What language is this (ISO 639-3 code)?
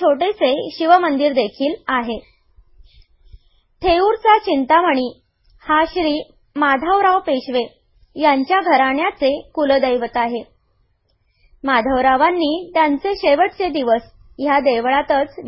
mar